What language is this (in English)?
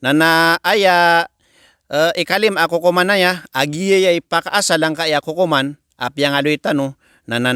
Maranao